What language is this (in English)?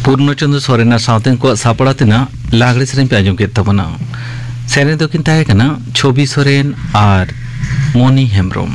Santali